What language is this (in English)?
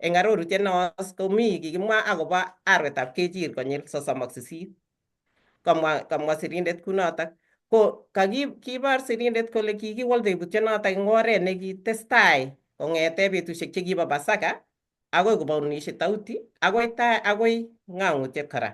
Kalenjin